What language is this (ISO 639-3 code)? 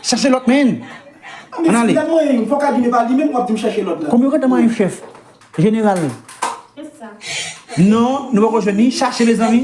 hat